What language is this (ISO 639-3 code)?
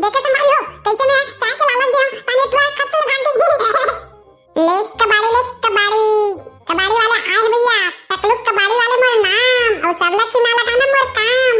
hne